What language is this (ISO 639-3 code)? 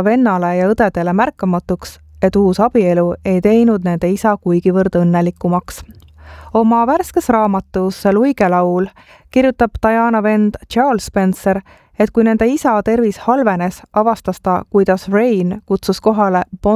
est